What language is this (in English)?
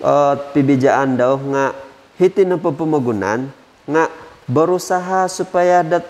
Central Dusun